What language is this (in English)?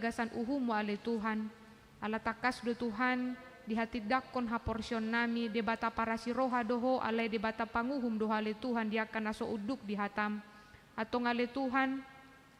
Batak Toba